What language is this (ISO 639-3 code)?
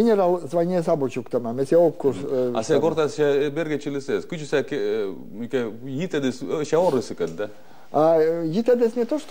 bel